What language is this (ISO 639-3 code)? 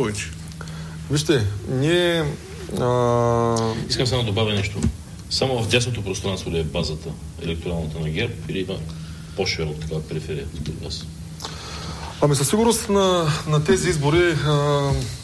bul